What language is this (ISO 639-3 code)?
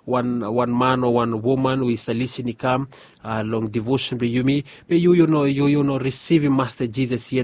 bis